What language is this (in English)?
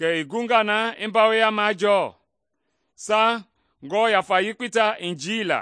Mende